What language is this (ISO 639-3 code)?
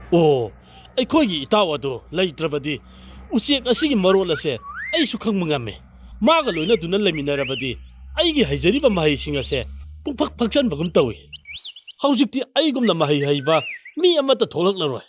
mni